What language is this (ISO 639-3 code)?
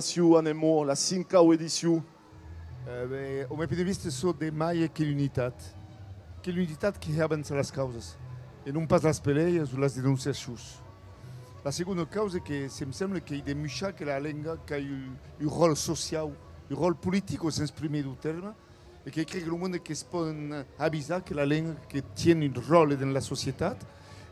oci